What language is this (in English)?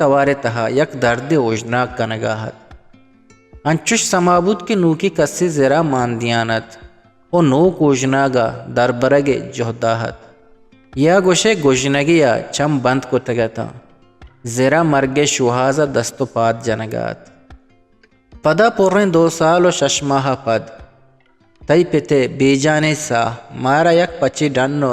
Eastern Balochi